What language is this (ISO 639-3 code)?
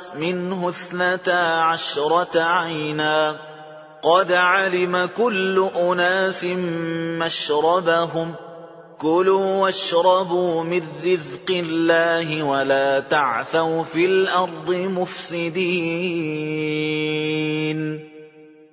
ara